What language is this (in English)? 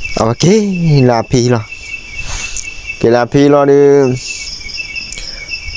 S'gaw Karen